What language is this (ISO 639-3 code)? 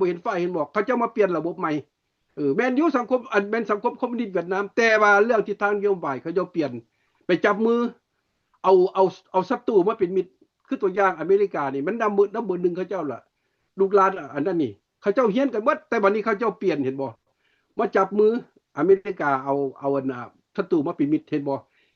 lao